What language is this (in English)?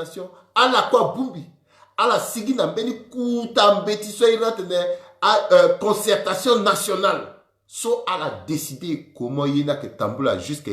Sango